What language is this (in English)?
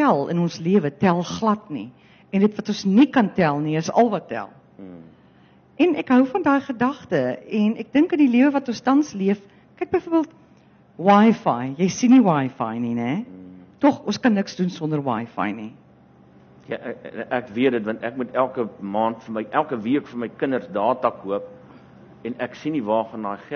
Afrikaans